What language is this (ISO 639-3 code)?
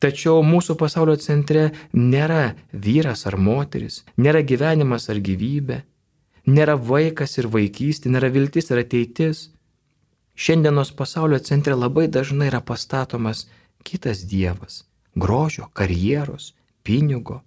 lit